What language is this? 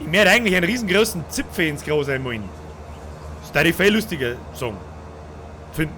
Bavarian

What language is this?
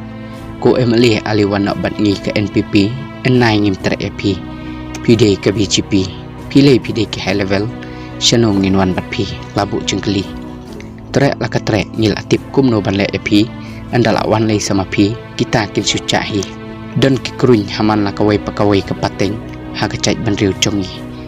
Khasi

